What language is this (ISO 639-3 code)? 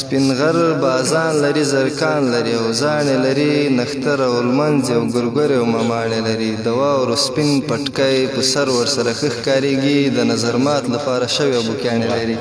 pus